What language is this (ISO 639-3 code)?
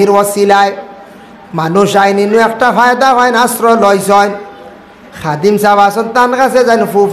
syl